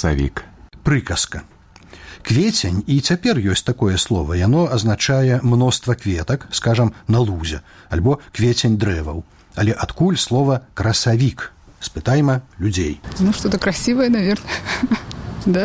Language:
Belarusian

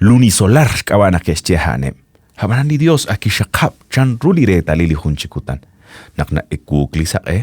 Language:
Kekchí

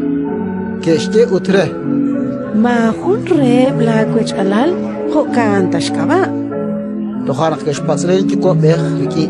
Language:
Kekchí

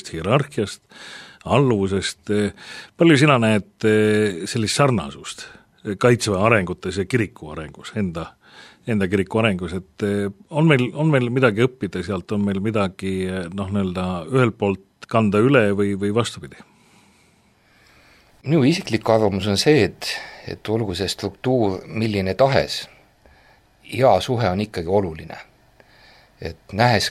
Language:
Estonian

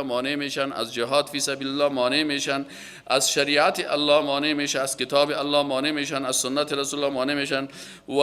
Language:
Persian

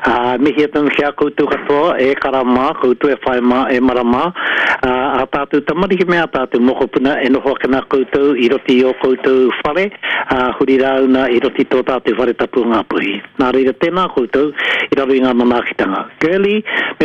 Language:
Māori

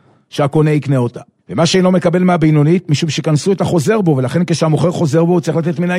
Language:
Hebrew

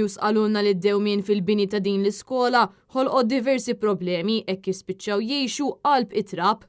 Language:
Maltese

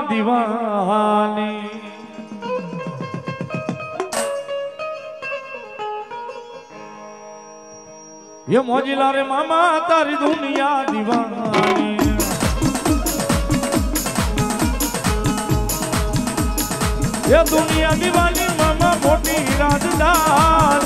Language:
Gujarati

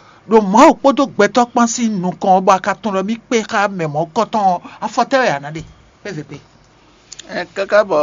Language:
Fon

